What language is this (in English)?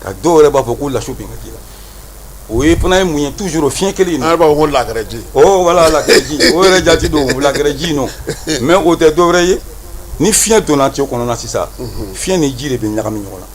Bambara